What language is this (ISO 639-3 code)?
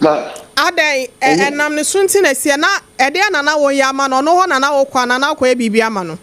aka